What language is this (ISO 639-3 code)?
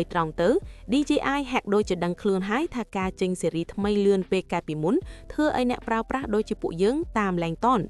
khm